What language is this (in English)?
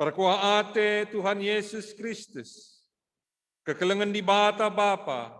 Batak Karo